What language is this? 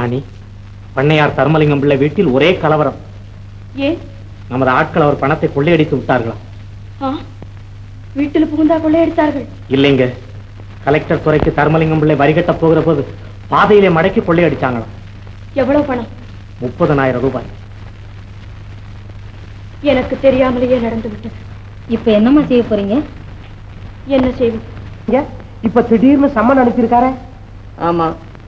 Tamil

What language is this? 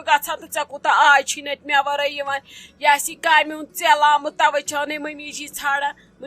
Kashmiri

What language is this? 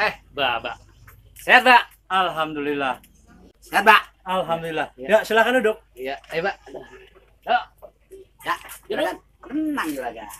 Betawi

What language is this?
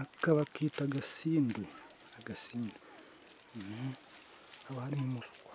Kinyarwanda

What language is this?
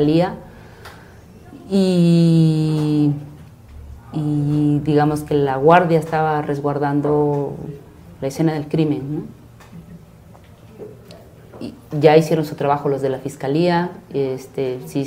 Spanish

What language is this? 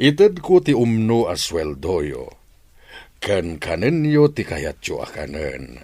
Iloko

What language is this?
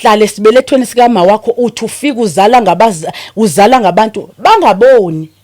Zulu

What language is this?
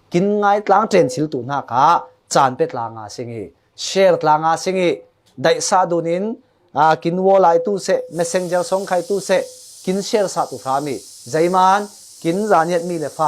Falam Chin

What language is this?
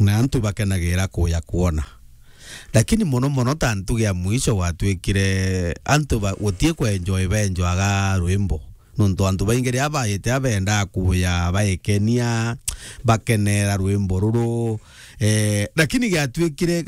Meru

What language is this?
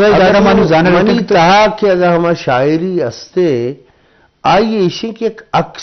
Eastern Balochi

